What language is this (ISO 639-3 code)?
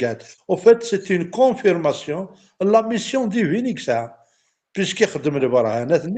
kab